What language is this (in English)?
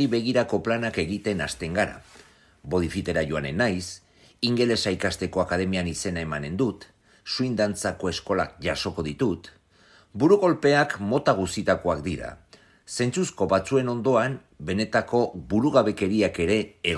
Basque